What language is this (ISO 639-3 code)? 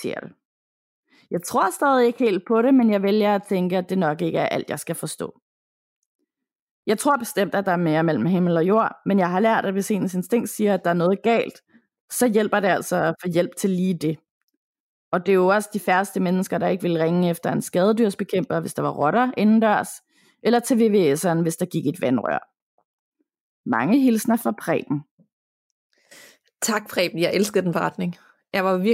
dan